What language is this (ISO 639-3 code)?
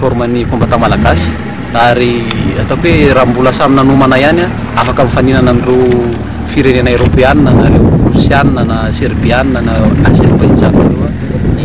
mlg